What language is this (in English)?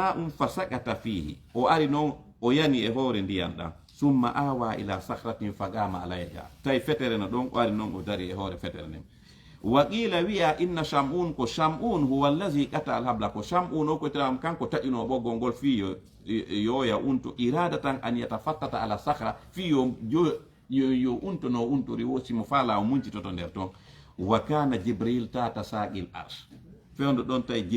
Fula